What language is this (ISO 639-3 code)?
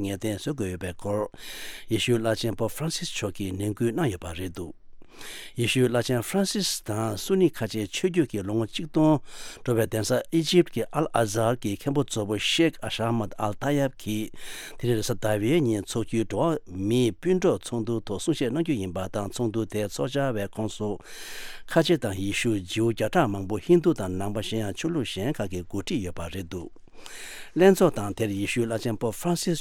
bod